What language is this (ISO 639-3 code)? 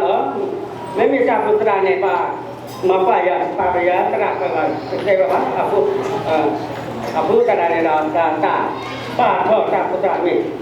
ksw